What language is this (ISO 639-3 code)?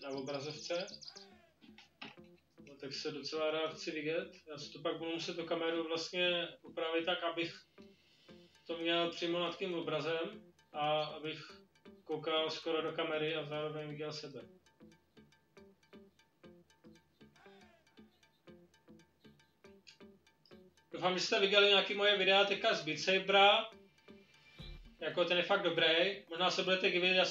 ces